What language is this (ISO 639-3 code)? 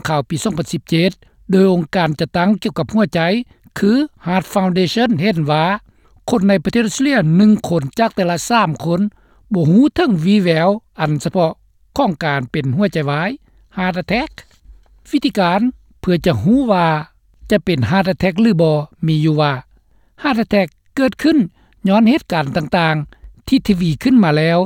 lao